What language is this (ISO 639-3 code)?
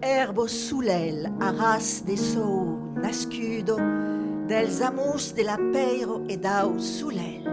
oci